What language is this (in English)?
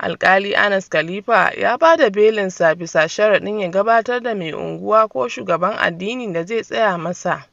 Hausa